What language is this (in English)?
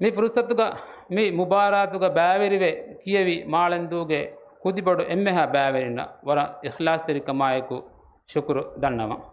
Divehi